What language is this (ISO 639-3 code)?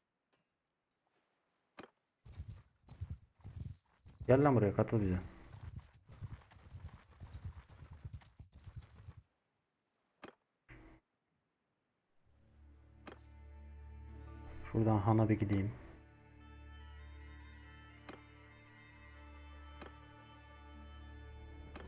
tur